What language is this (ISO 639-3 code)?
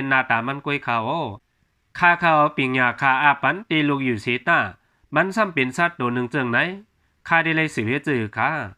shn